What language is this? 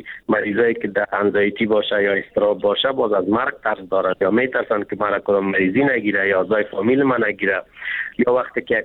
Persian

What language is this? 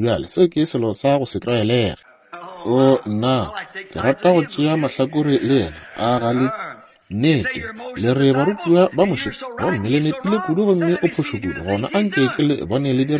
Northern Sotho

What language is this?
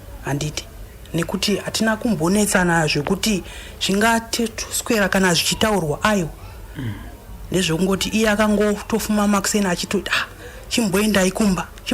Shona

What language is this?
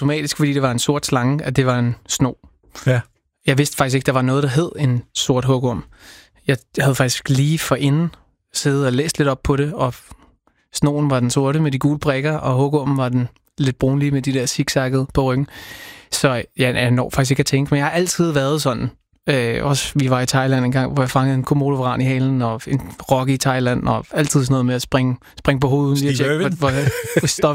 Danish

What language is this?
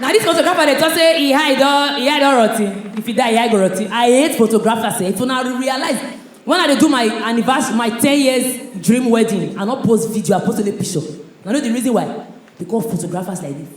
Nigerian Pidgin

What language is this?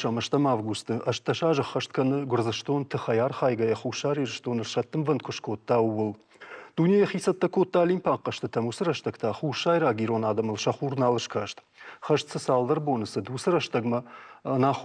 Ossetic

